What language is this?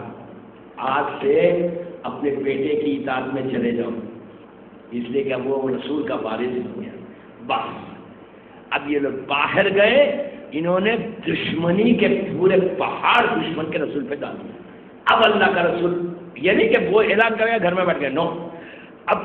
Urdu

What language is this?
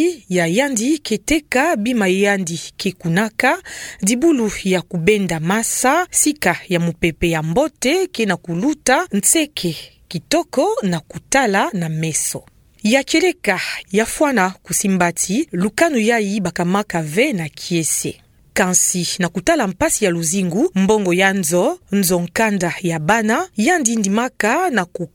Kituba (Democratic Republic of Congo)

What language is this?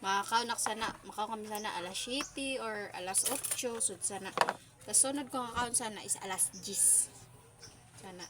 Waray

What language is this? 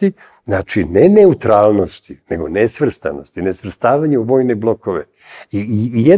Serbian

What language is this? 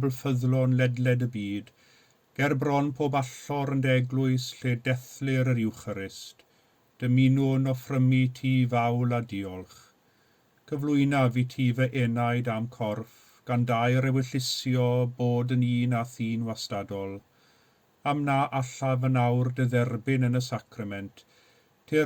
Welsh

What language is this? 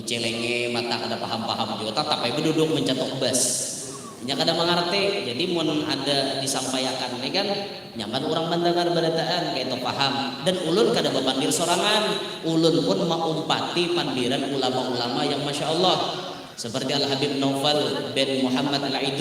Banjar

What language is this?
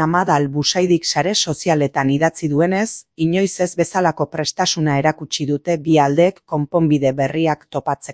Basque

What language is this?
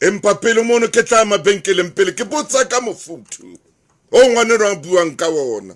Southern Sotho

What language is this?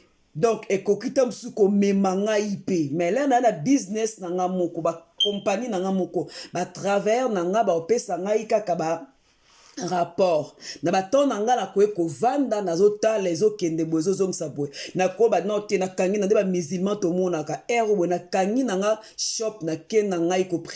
Lingala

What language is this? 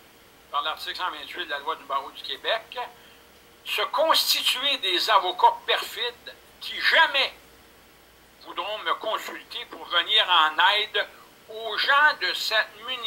French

